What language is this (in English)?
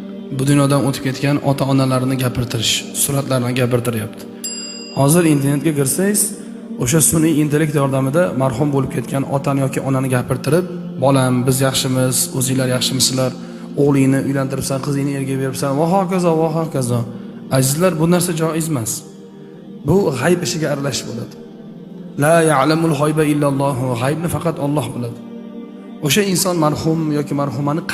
Uzbek